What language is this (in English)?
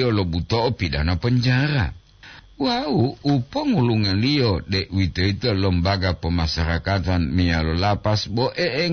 Gorontalo